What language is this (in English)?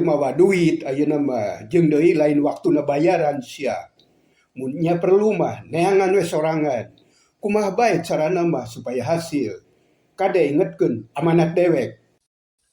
Sundanese